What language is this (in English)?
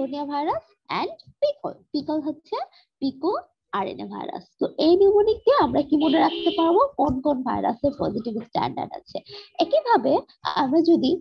Bangla